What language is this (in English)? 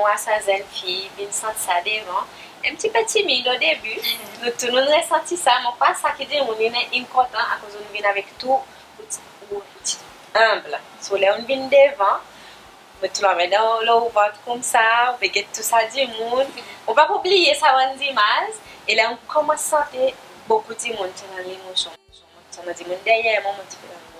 Seselwa Creole French